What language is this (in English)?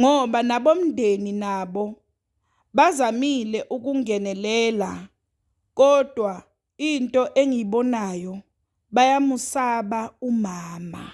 Zulu